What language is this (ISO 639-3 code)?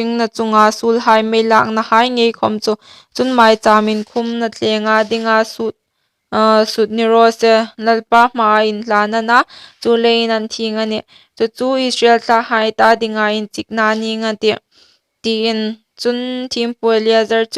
hmr